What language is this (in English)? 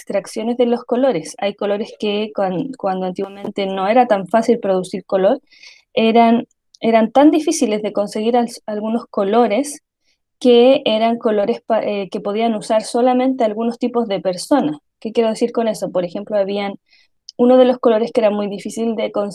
Spanish